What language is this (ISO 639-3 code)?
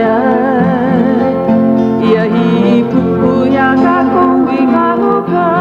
haw